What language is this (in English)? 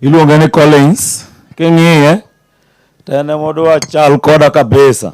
Luo (Kenya and Tanzania)